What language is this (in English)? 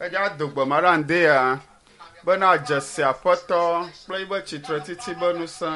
Ewe